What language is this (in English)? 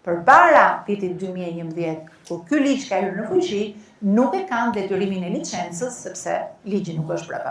Albanian